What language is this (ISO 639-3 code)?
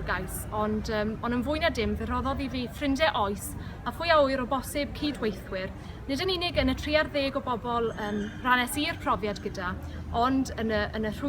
cym